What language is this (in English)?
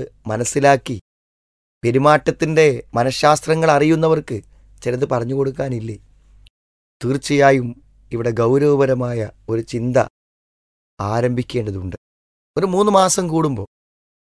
Malayalam